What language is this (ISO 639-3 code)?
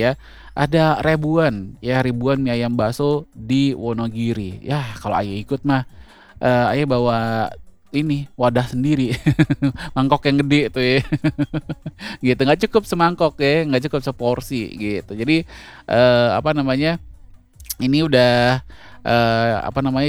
ind